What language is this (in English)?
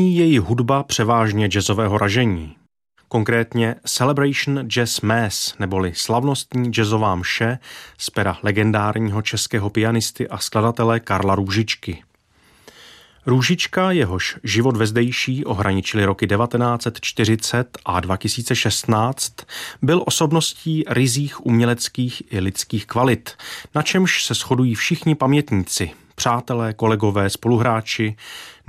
Czech